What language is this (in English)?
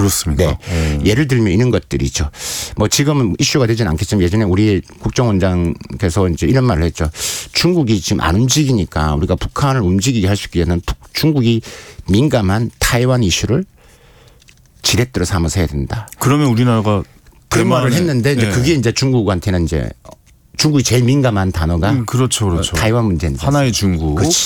Korean